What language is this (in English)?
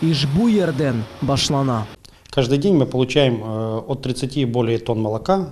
Crimean Tatar